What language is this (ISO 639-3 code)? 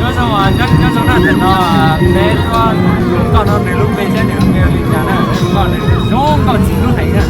hmn